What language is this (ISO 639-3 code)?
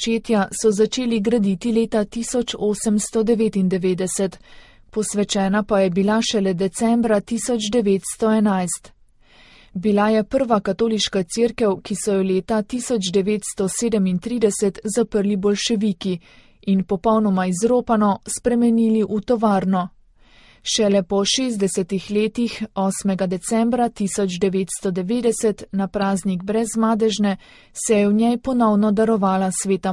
slv